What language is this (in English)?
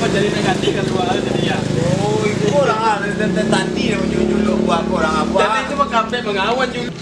Minangkabau